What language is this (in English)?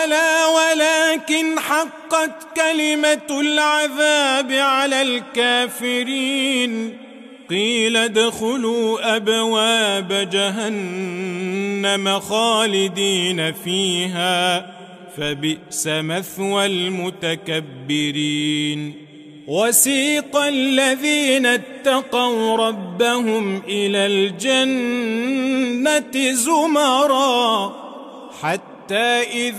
Arabic